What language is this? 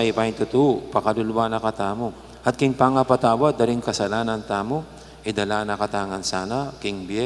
Pampanga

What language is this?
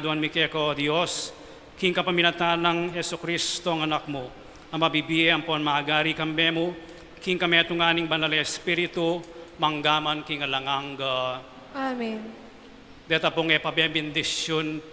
Pampanga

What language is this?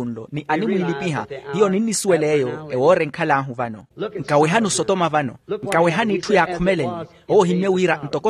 Makhuwa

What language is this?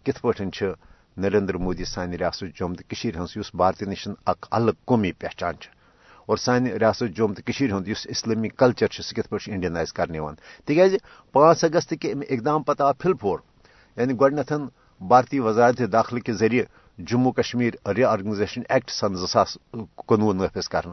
Kashmiri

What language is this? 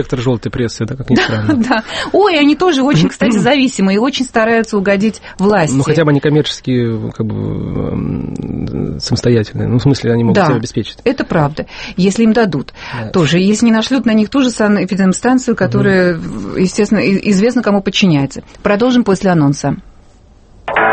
Russian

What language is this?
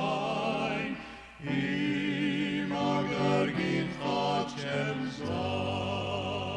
Armenian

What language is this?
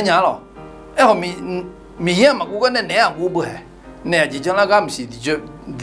Akha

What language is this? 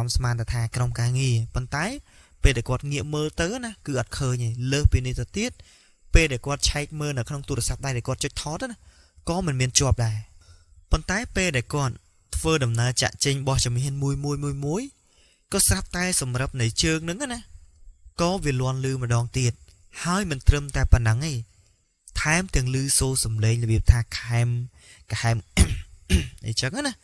Khmer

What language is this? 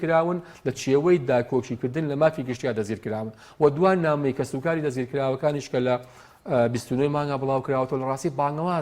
Central Kurdish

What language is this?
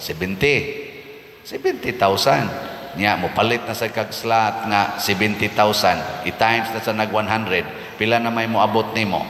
Cebuano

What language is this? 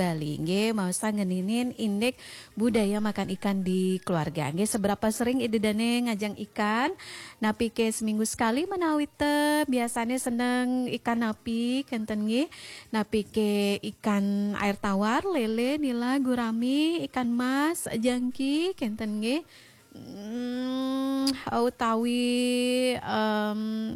Balinese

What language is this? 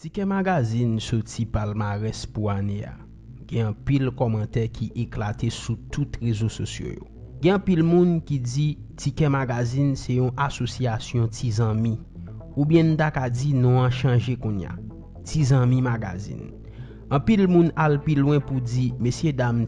Haitian Creole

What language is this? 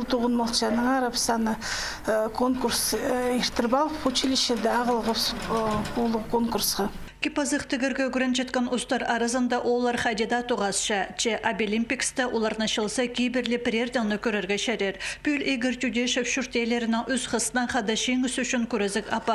Khakas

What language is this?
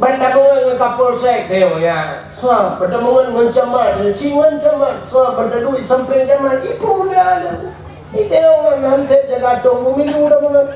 Achinese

